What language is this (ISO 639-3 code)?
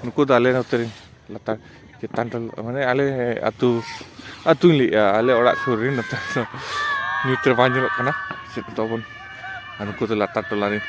sat